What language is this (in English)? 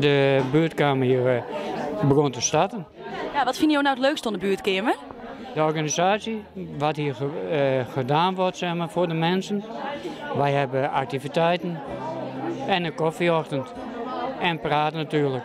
Western Frisian